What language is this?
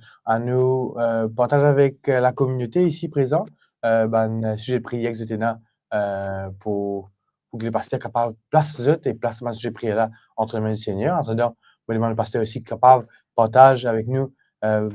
Morisyen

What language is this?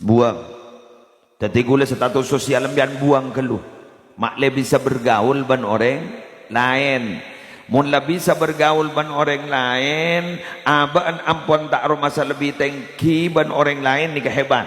Madurese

